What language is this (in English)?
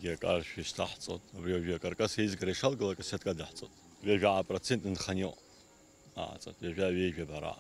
Abkhazian